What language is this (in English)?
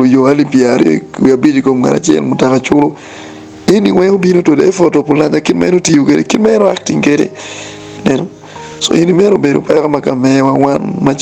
Acoli